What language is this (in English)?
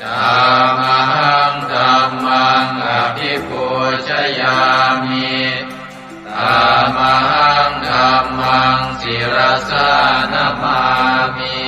Pali